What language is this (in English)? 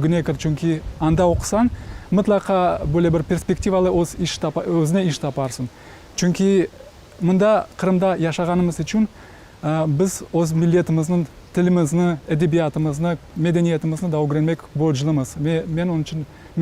Crimean Tatar